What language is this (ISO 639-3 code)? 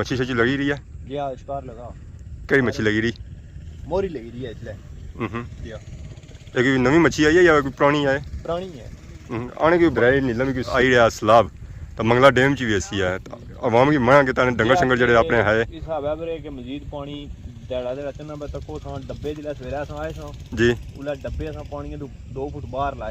phr